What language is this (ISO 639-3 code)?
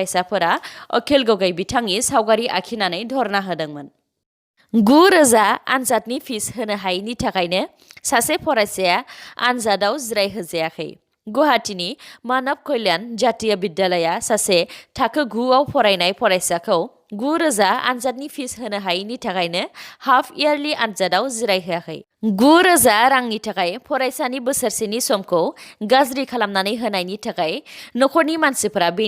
brx